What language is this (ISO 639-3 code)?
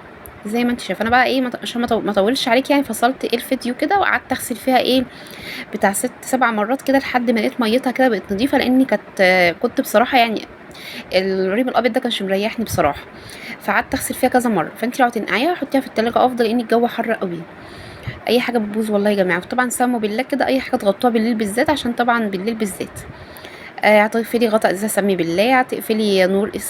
arz